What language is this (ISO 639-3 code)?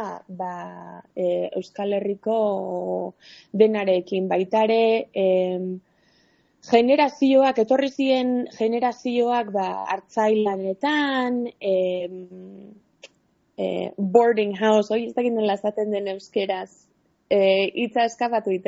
eus